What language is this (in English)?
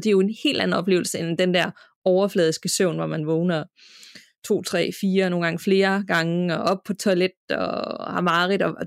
Danish